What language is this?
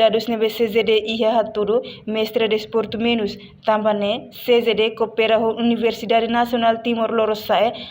Tetum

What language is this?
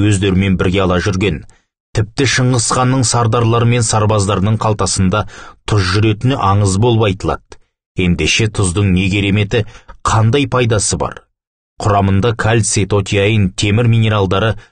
Kazakh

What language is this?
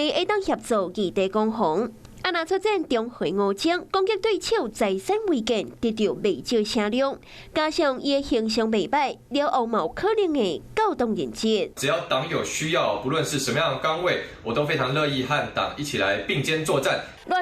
Min Nan Chinese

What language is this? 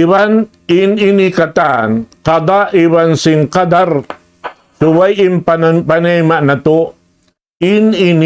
Tausug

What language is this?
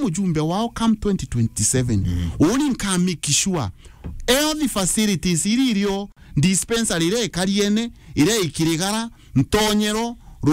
Meru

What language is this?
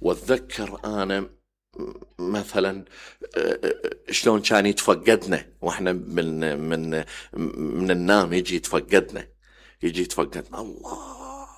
Mesopotamian Arabic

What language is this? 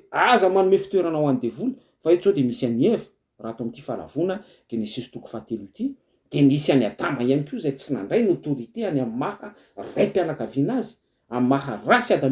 Malagasy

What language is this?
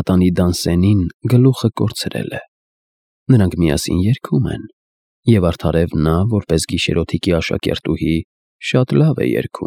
Armenian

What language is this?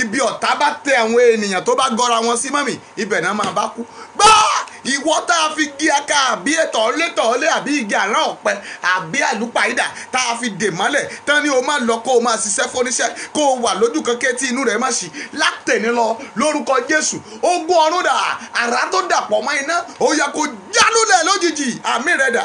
Yoruba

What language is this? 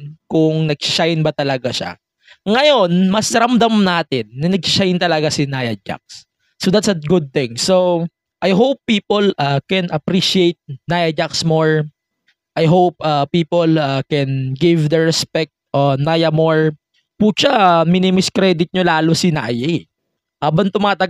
Filipino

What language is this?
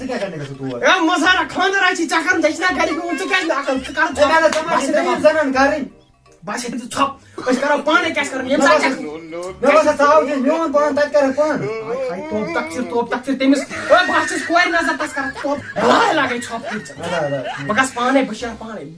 Kashmiri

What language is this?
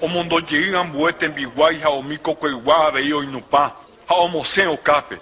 Guarani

